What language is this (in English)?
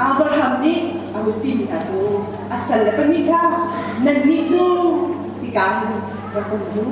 Hakha Chin